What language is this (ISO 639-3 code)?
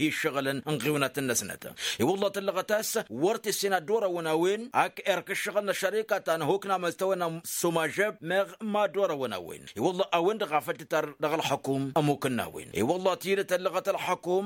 taq